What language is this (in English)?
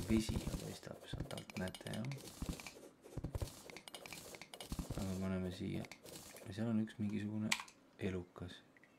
Estonian